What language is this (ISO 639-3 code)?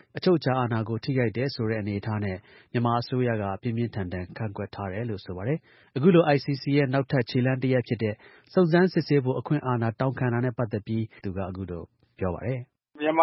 mya